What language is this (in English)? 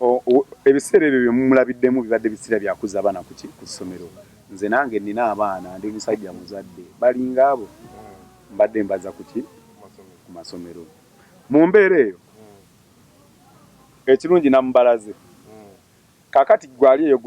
Ganda